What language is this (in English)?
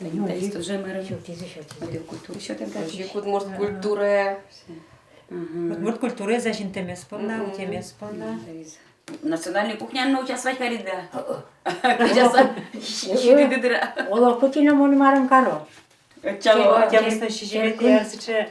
Udmurt